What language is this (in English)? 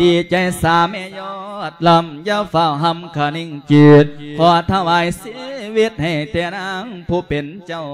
Lao